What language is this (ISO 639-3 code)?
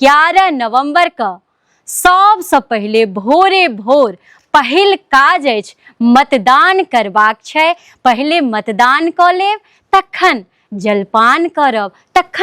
mai